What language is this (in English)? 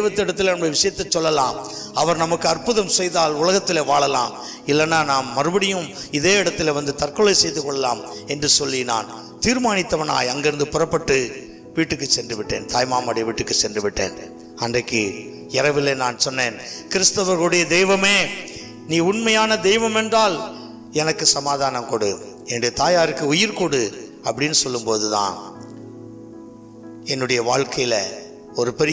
Tamil